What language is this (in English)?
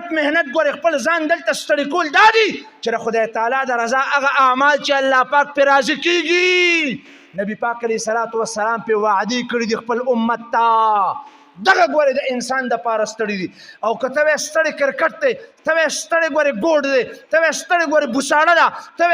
Pashto